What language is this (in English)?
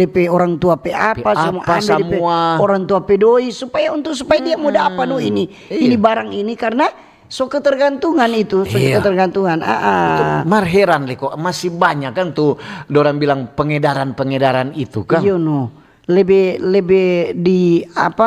Manado Malay